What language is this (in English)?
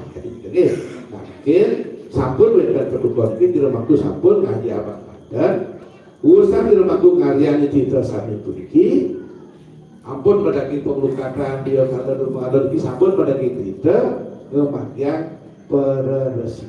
Balinese